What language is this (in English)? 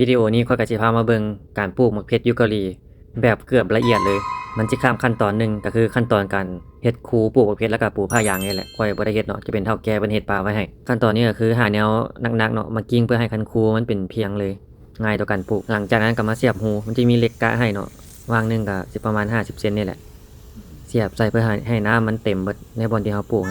Lao